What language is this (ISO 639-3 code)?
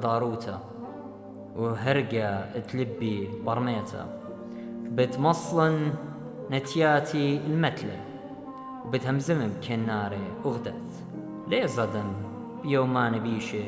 aii